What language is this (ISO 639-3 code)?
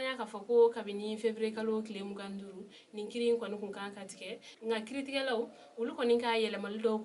bam